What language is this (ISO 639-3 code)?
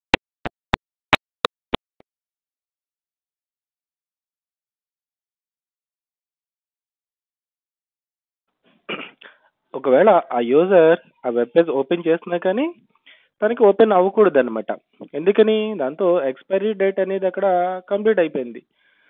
tel